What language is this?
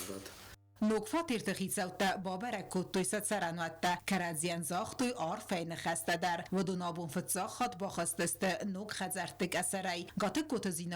Ossetic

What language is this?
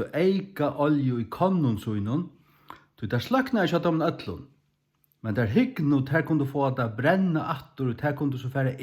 Faroese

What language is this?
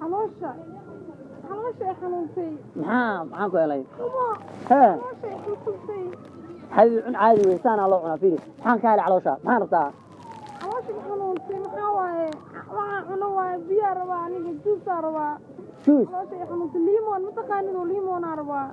Somali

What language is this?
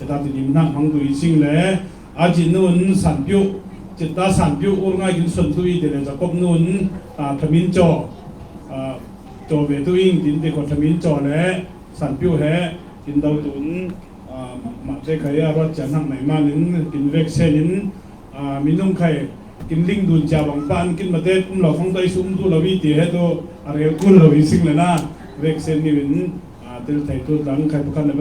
Falam Chin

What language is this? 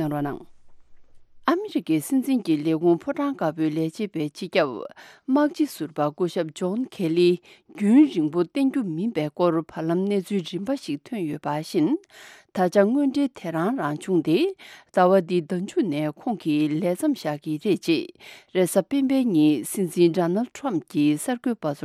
Tibetan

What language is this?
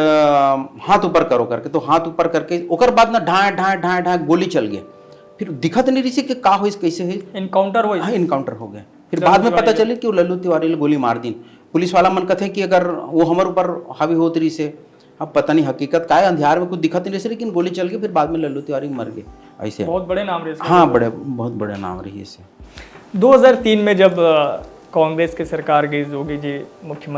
Chhattisgarhi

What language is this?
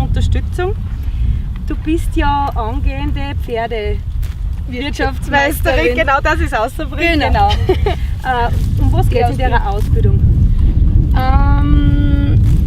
Bavarian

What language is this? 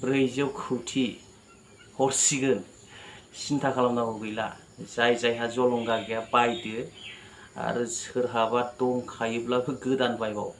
Bodo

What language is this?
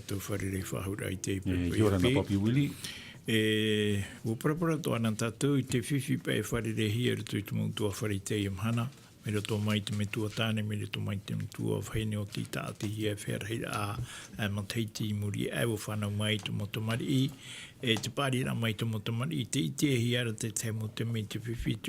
Tahitian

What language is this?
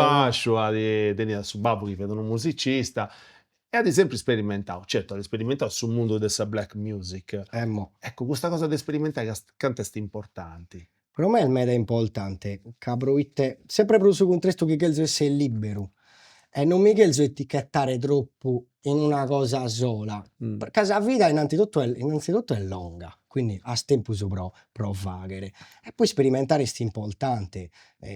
Sardinian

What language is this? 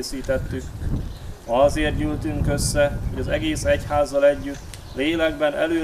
Hungarian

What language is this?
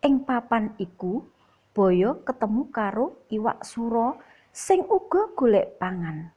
Javanese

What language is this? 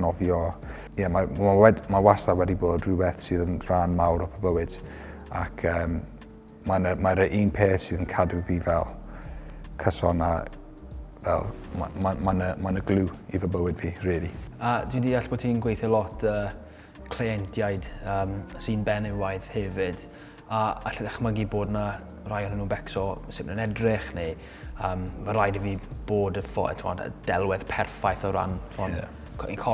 Welsh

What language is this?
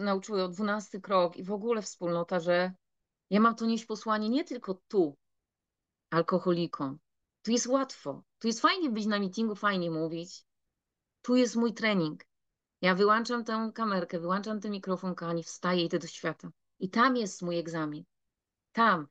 Polish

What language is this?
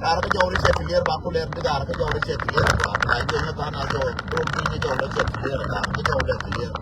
Nuer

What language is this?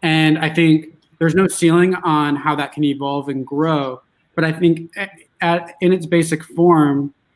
English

